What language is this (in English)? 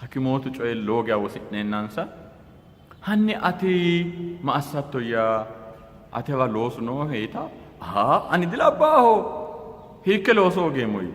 Sidamo